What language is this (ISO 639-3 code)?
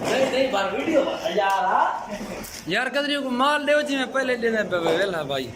skr